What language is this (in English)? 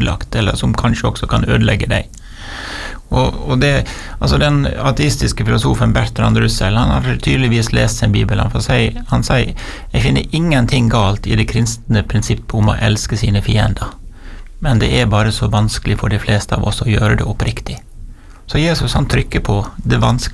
Norwegian